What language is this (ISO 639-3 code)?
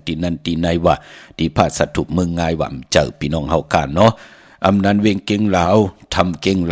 shn